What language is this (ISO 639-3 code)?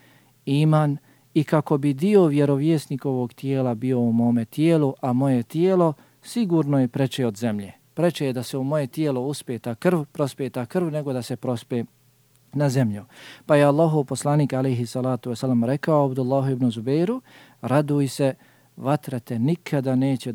bos